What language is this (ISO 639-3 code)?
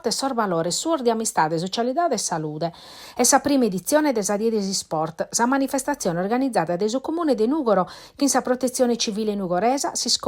srd